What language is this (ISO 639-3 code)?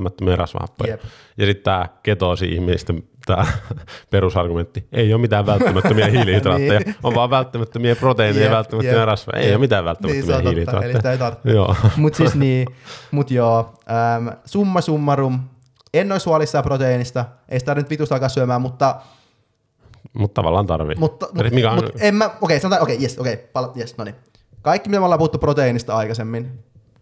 fin